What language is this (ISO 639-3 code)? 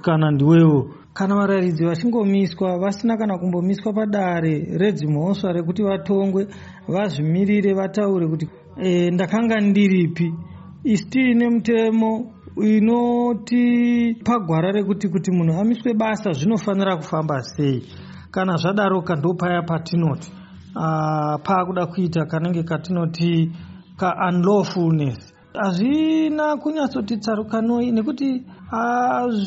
sna